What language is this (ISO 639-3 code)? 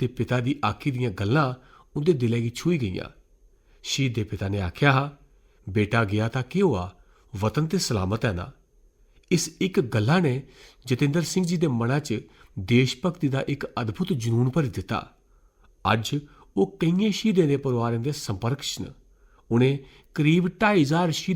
doi